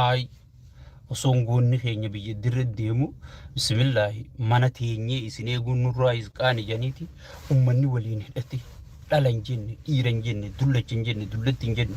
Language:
Oromo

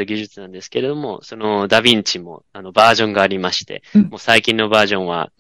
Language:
Japanese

